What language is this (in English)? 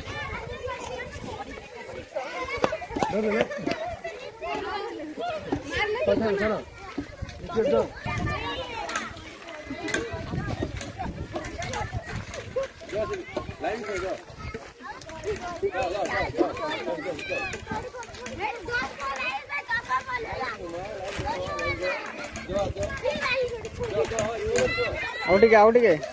Hindi